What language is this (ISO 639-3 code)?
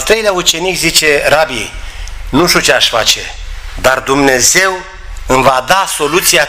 ron